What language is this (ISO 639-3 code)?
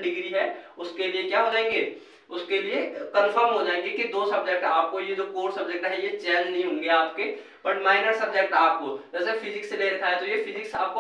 hin